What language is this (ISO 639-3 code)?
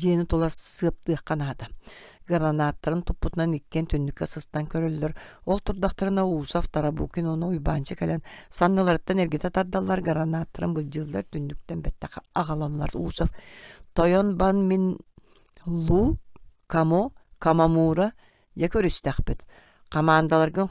sah